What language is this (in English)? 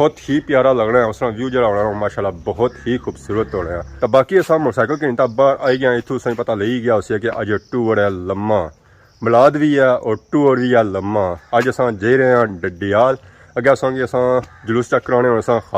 Pahari-Potwari